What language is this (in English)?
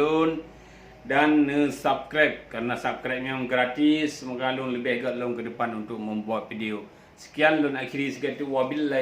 Achinese